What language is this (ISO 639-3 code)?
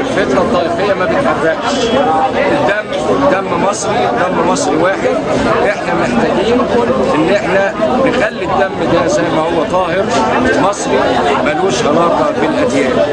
arz